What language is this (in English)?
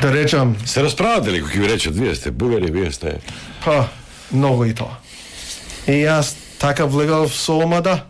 Macedonian